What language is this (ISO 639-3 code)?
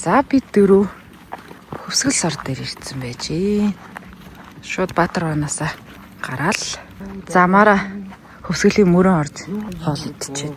mon